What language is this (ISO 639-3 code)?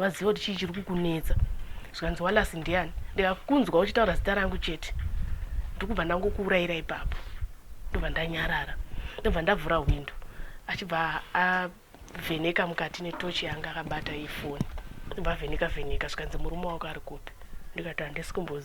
sna